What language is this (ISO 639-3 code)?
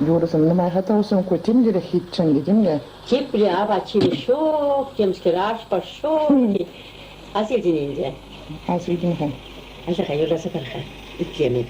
chv